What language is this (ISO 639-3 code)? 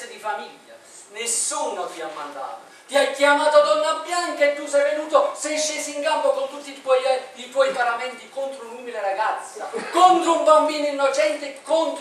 ita